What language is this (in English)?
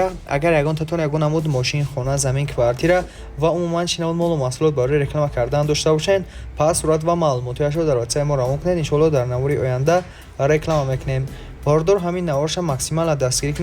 Tajik